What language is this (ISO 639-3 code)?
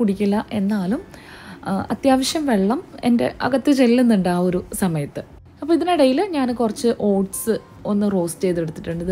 mal